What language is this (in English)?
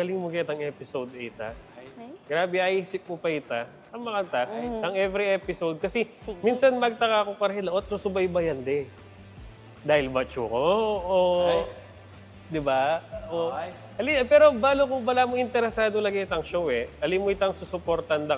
Pampanga